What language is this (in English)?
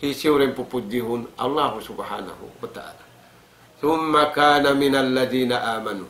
Tausug